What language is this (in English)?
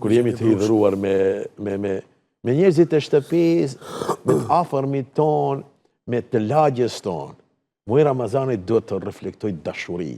Albanian